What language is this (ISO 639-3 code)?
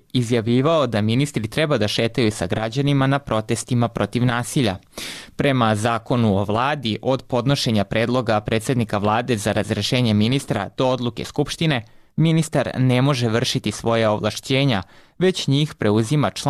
srp